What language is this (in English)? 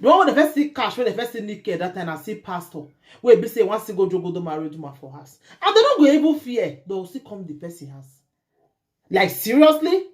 Nigerian Pidgin